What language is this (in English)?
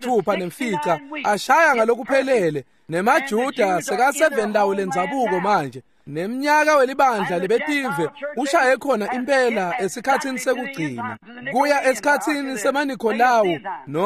Swati